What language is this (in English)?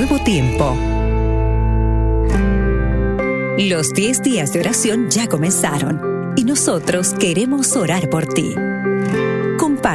Spanish